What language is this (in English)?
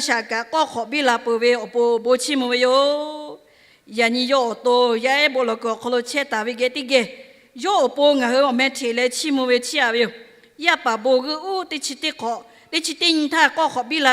Lahu